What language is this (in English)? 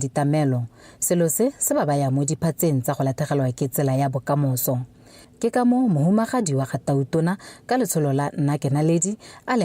Tswana